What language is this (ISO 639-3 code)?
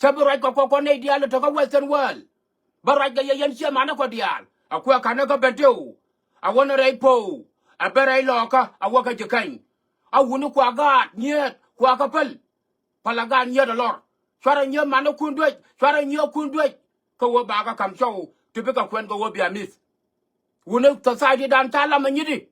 nus